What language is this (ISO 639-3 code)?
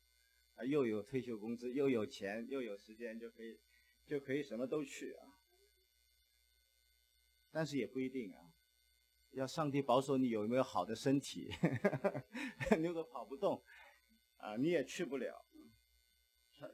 zho